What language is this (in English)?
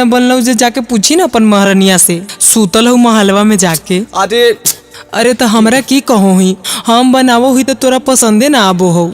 Magahi